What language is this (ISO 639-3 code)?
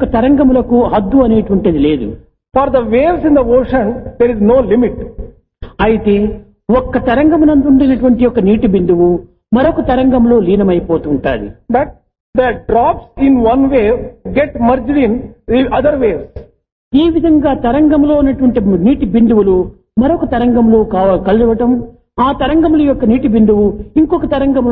tel